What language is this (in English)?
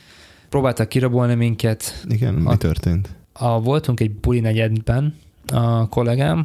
Hungarian